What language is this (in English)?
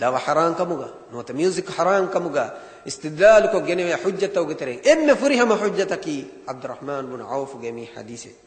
Divehi